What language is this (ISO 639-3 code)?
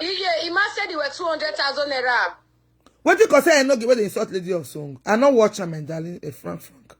pcm